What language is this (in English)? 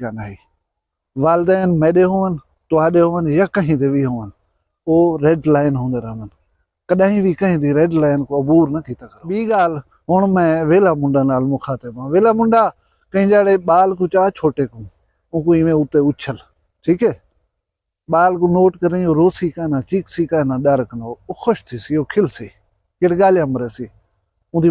Saraiki